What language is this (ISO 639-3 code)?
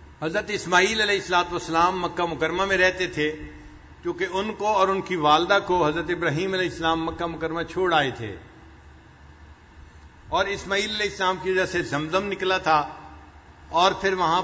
urd